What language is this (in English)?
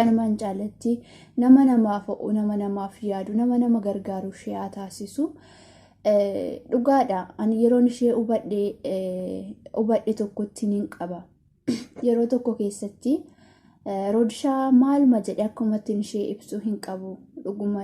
Oromo